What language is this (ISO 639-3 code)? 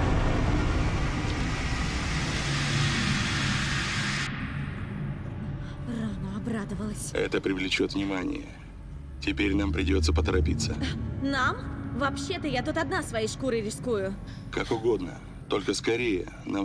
rus